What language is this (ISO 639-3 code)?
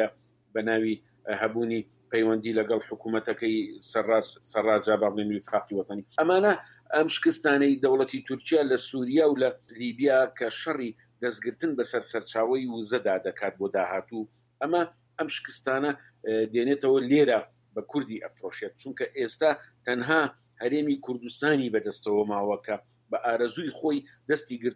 ckb